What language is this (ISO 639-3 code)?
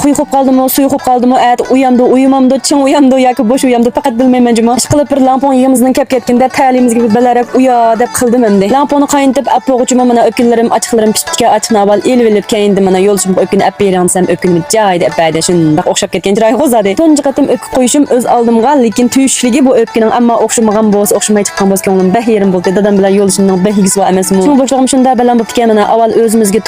uig